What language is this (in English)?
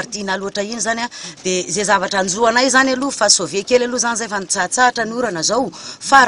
Malagasy